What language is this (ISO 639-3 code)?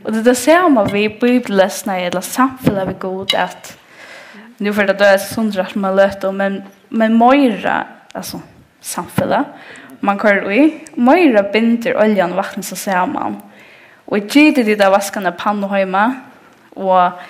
fao